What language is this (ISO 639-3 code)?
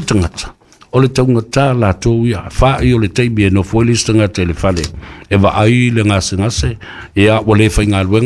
smo